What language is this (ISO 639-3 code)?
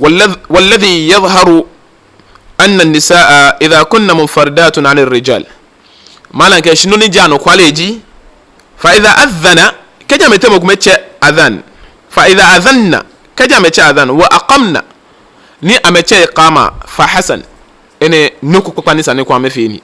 gaa